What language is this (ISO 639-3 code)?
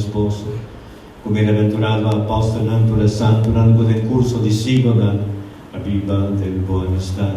pap